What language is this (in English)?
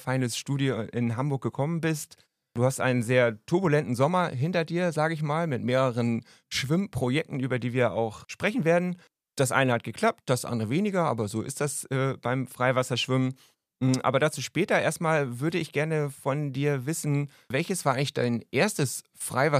German